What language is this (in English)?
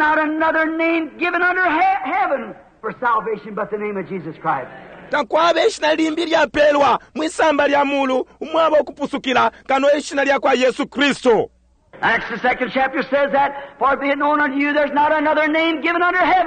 Bemba